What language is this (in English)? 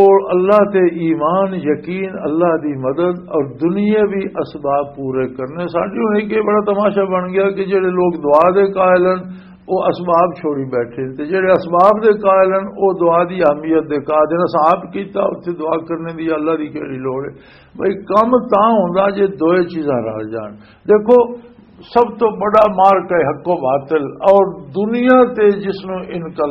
Western Panjabi